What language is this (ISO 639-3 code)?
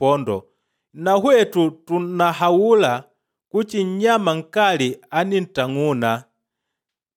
kde